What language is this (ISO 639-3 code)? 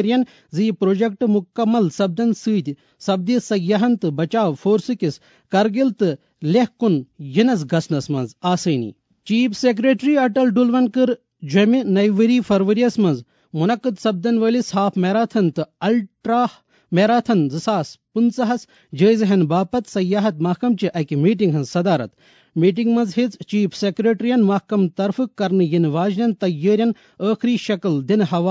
kas